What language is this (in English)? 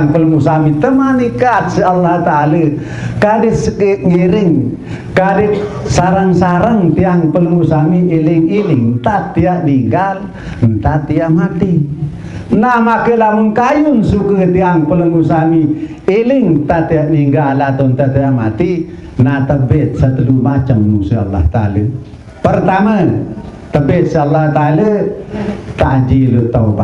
Sasak